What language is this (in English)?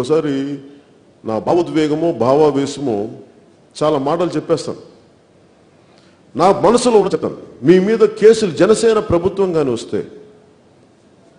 Telugu